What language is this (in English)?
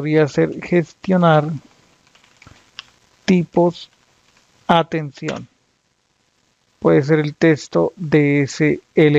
Spanish